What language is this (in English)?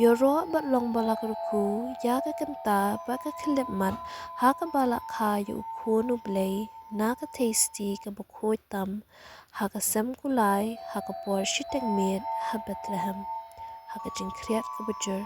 Khasi